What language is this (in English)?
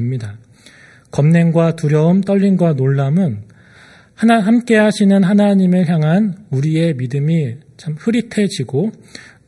Korean